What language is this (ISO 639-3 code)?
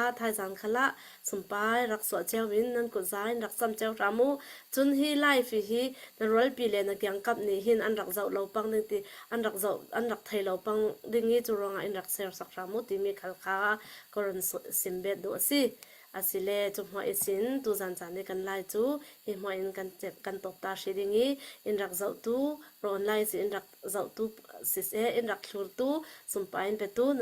cnh